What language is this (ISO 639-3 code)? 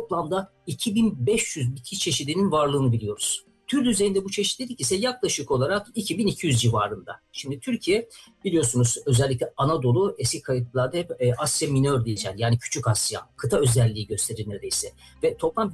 tur